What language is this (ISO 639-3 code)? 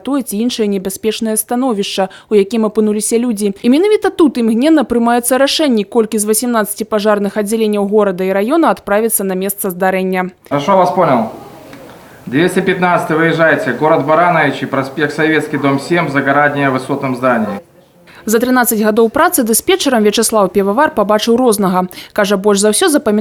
bel